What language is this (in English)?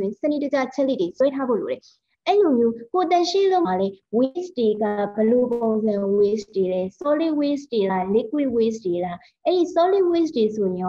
Burmese